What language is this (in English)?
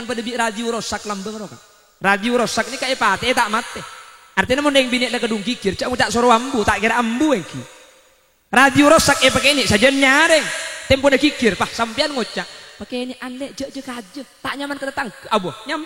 Madurese